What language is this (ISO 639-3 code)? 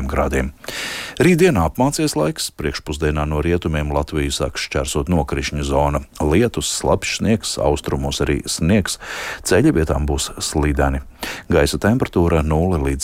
lav